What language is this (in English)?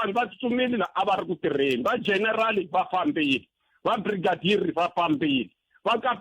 Tsonga